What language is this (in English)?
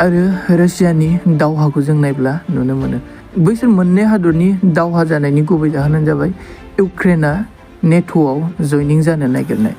Bodo